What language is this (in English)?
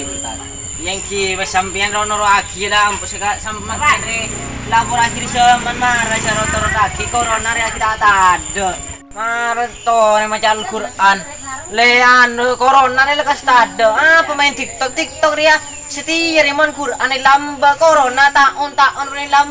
Madurese